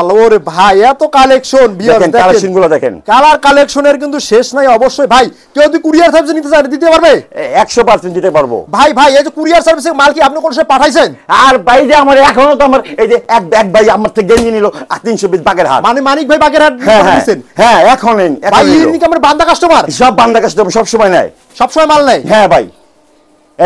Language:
Bangla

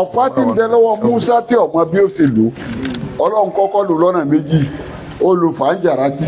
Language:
Yoruba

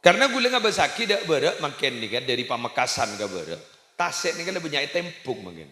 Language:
Madurese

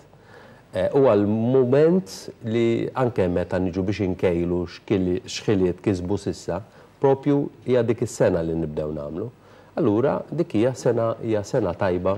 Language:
Maltese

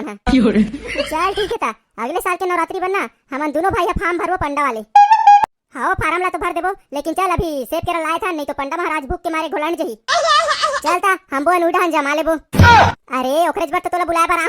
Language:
Chhattisgarhi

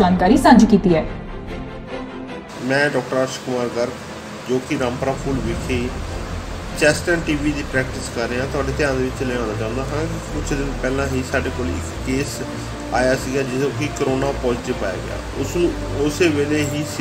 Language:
Punjabi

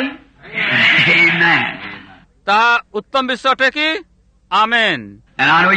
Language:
Odia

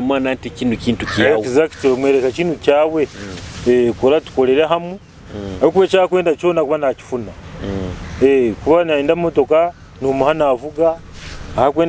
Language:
Nyoro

